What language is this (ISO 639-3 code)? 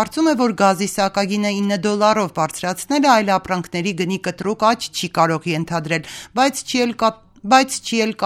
hye